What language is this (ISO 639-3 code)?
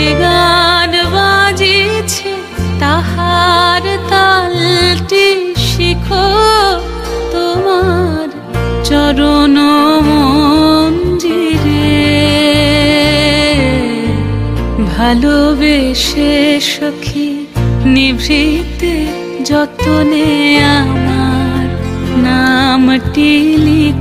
ben